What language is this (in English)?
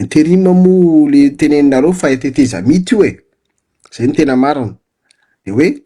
Malagasy